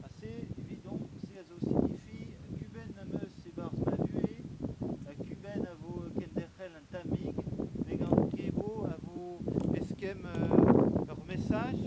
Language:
Breton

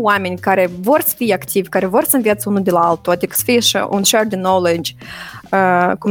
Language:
Romanian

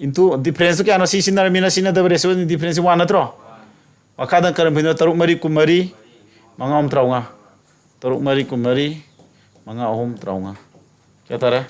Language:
Manipuri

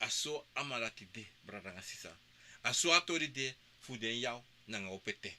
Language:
Sranan Tongo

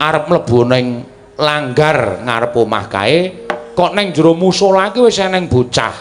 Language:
Javanese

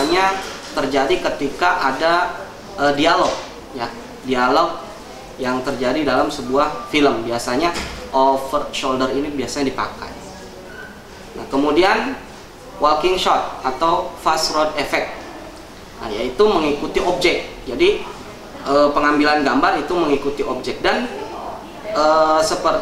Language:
Indonesian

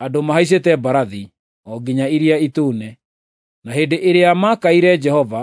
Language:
Kikuyu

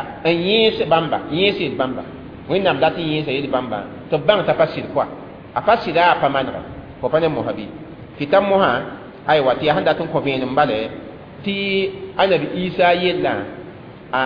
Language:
Mossi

